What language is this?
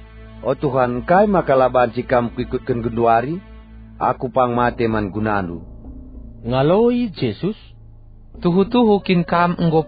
Batak Karo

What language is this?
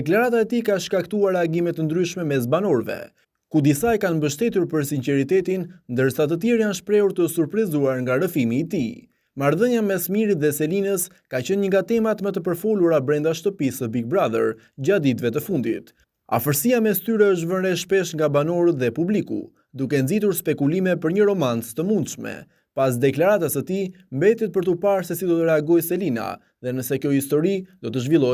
Albanian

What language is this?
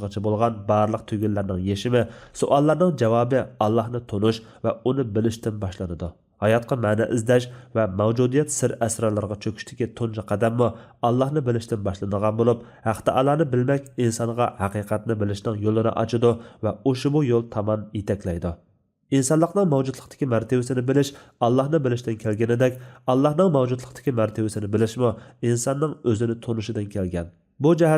Uyghur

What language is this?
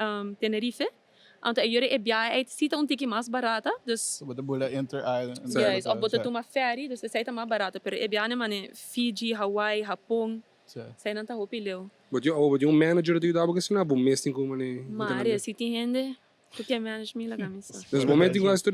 Papiamento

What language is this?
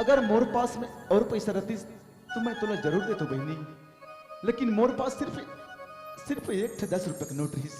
Chhattisgarhi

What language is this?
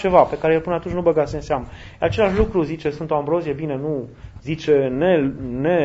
Romanian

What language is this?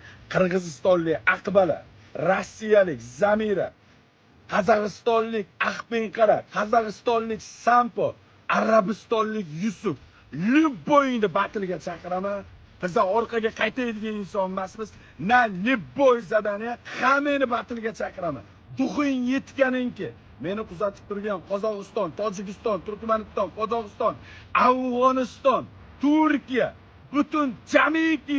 Uzbek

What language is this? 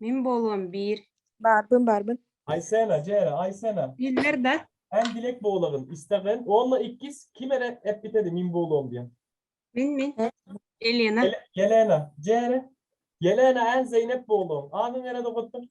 Yakut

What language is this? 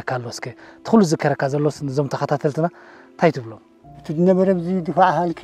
Tigrinya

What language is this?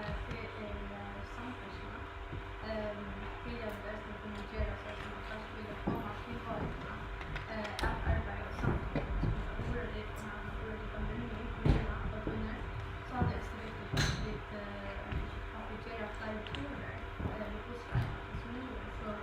Faroese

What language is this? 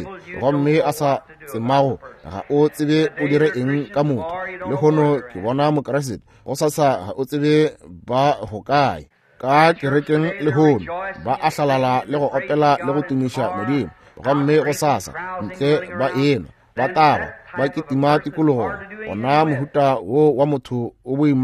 Northern Sotho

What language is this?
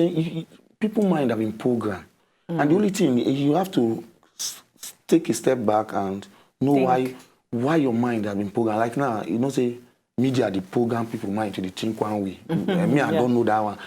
Nigerian Pidgin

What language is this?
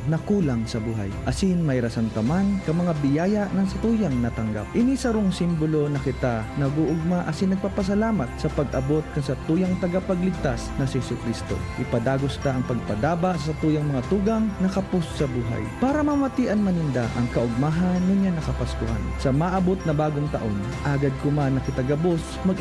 Bikol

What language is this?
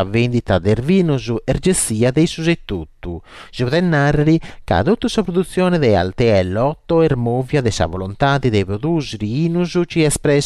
Sardinian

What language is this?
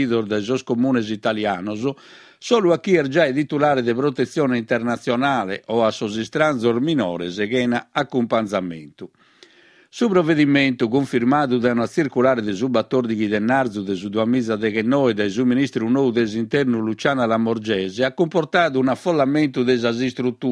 Sardinian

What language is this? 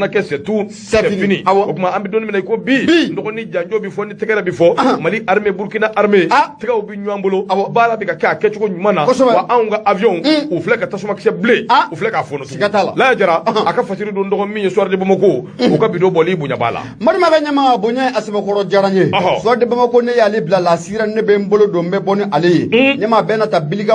Bambara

